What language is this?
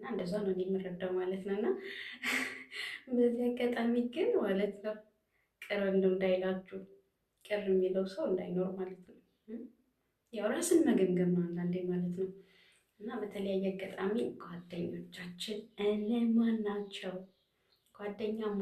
Amharic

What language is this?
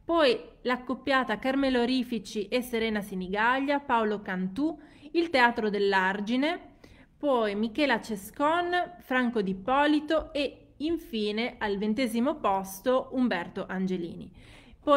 Italian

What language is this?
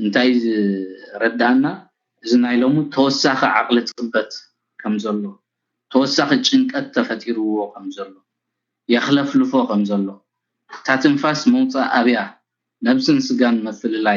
Tigrinya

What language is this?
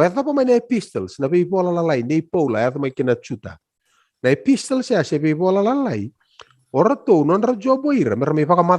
Fijian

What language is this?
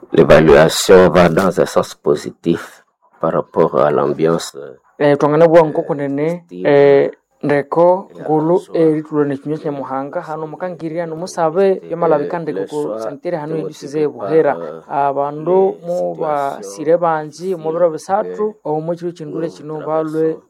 Nande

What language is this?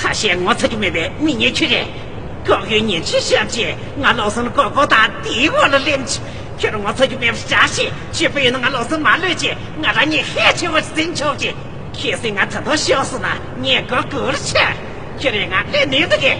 Tibetan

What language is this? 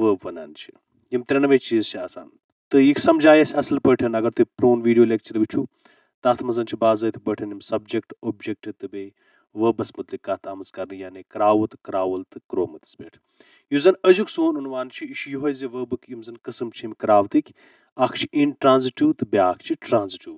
Kashmiri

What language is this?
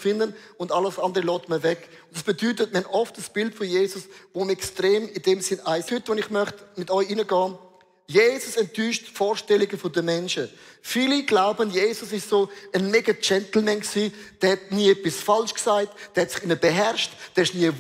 Swiss German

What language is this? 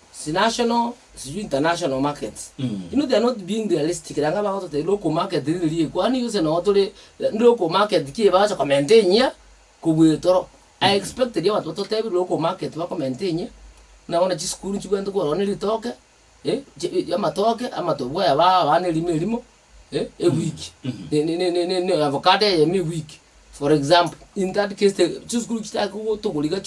Gusii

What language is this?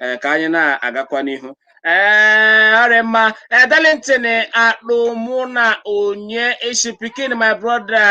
Igbo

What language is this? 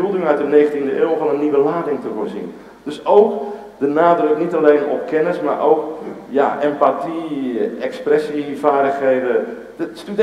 Dutch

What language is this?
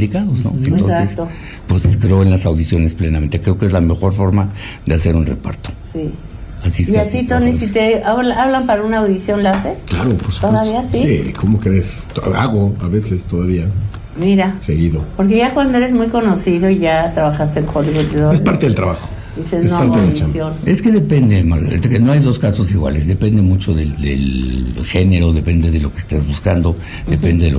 Spanish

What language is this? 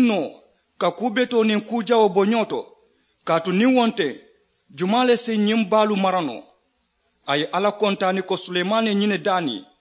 Mandingo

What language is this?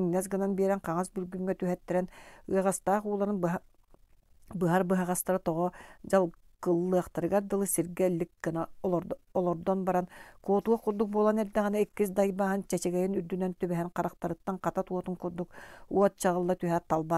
Yakut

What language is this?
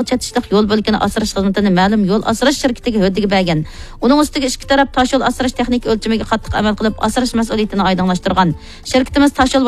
Uyghur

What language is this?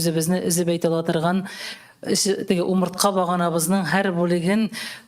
Tatar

